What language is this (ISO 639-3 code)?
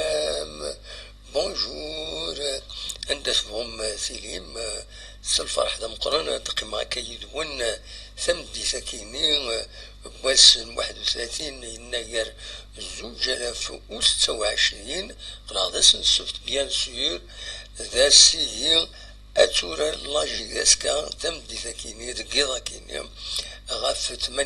kab